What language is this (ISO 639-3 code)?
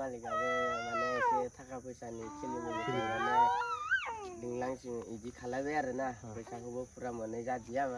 brx